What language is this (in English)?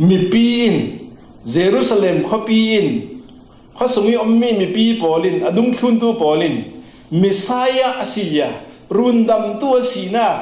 Falam Chin